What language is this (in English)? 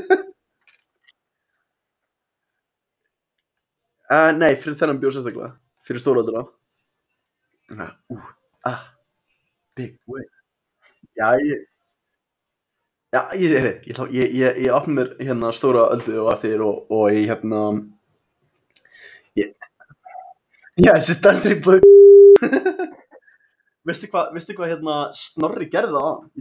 Icelandic